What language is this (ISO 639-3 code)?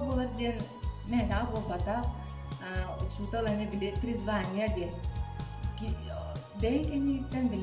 sah